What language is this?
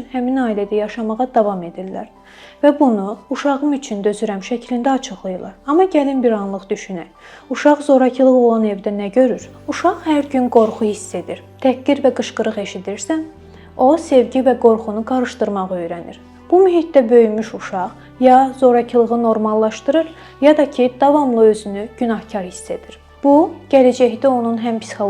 Azerbaijani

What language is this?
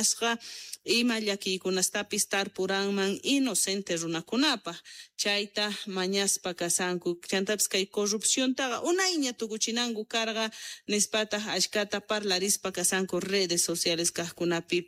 Quechua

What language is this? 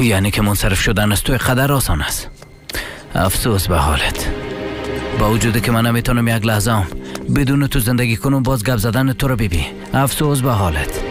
Persian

